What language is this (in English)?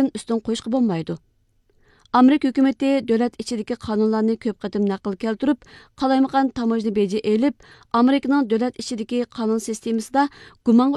Uyghur